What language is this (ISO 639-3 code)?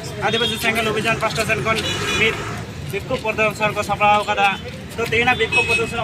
sat